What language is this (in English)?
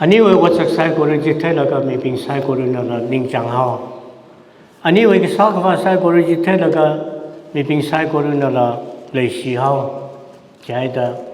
Tangkhul Naga (India)